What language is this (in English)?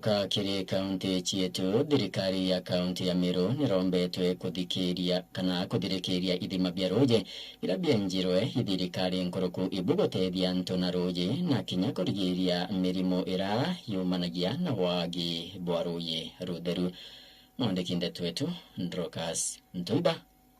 Meru